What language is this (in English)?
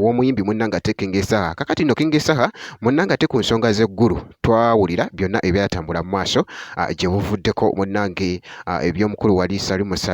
Ganda